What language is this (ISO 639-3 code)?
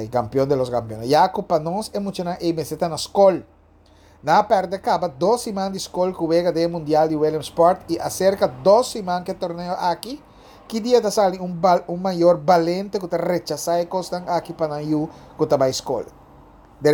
pap